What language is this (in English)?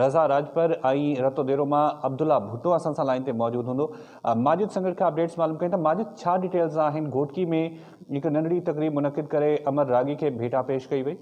Sindhi